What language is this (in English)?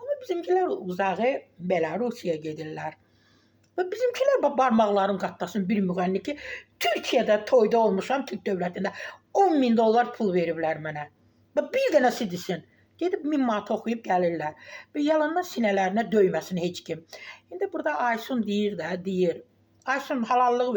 Azerbaijani